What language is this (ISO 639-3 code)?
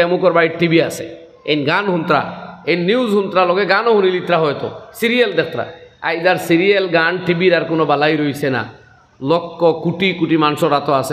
syl